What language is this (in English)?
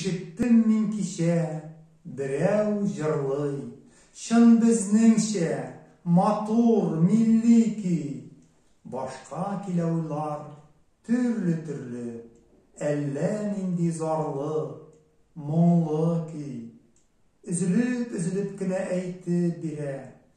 Tatar